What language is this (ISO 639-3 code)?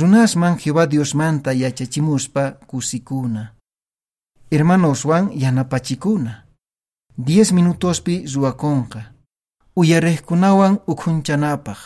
que